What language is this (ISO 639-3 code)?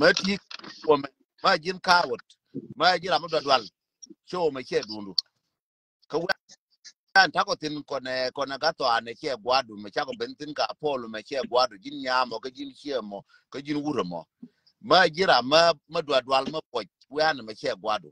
nus